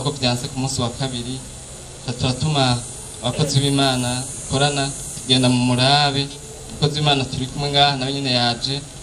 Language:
Rundi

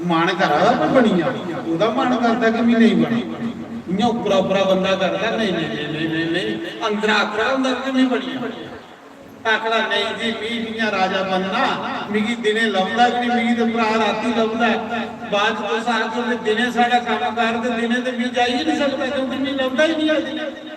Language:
Dogri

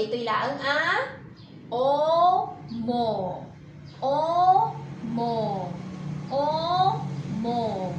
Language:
Iloko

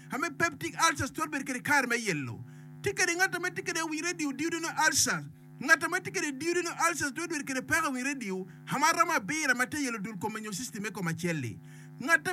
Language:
Acoli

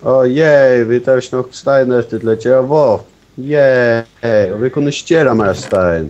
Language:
Faroese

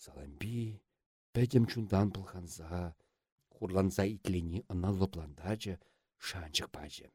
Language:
Chuvash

